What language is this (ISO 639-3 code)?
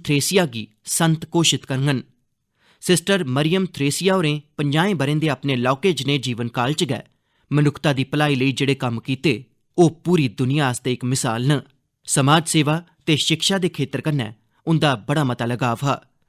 doi